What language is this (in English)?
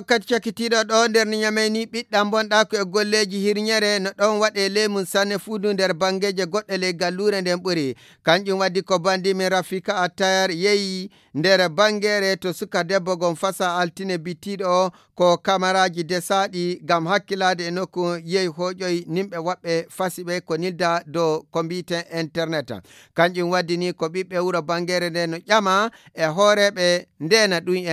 Fula